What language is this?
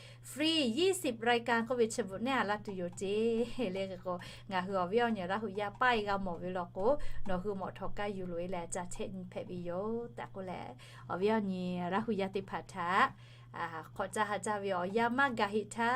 Lahu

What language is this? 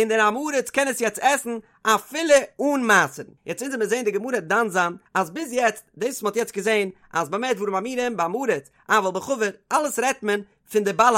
Yiddish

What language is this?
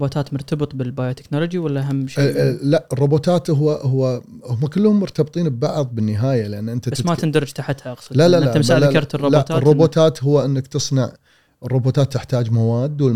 Gulf Arabic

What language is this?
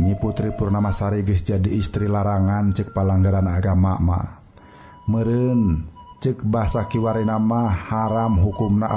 Sundanese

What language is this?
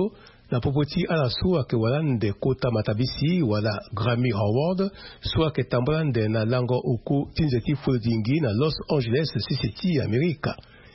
Sango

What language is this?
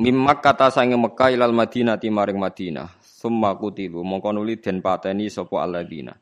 Javanese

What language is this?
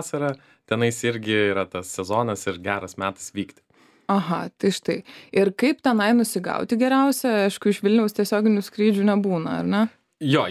Lithuanian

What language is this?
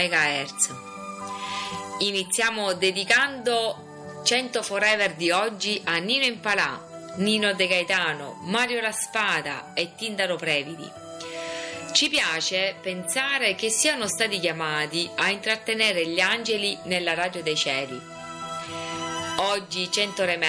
Italian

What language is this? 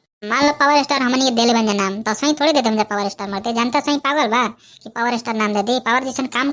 Bhojpuri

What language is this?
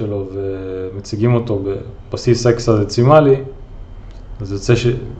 Hebrew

